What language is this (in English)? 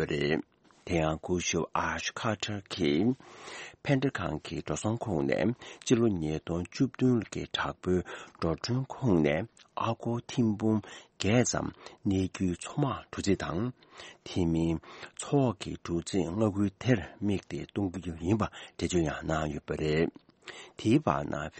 Tibetan